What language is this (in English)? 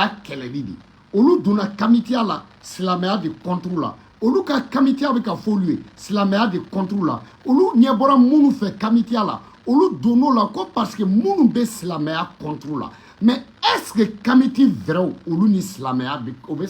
Bambara